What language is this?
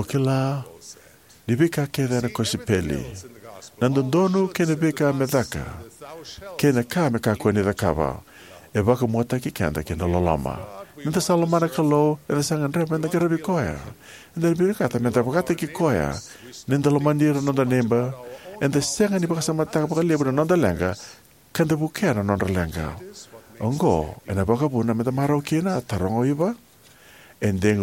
Fijian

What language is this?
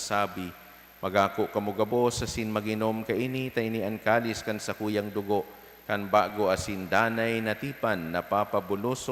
Bikol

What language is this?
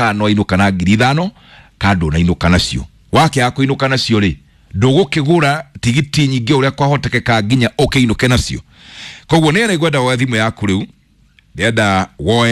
Kikuyu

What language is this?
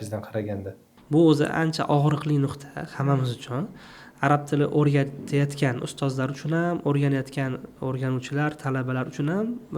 Uzbek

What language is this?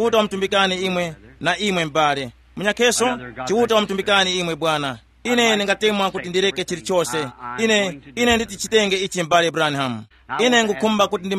Tumbuka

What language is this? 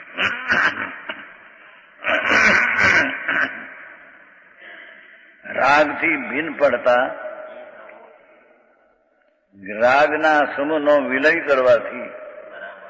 Gujarati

